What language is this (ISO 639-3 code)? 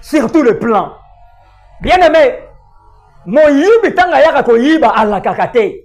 lin